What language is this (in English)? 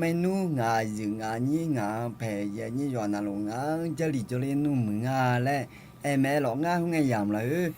Akha